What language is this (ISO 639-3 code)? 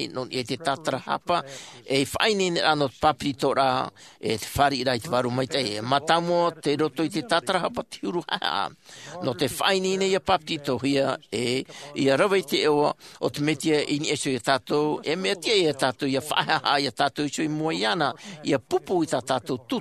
tah